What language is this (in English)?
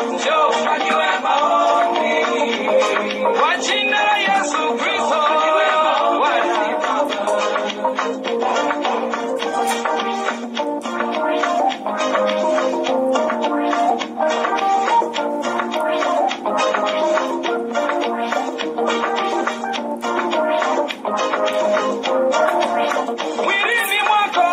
Swahili